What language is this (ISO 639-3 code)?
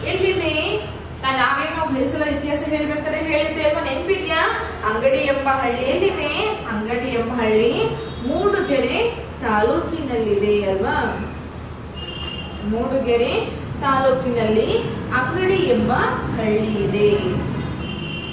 kan